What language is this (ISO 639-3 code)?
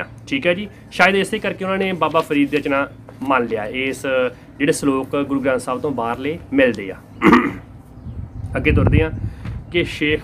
pan